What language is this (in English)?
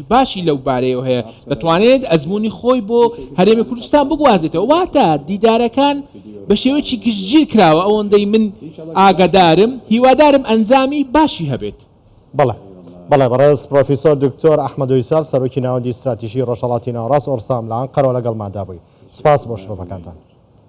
Central Kurdish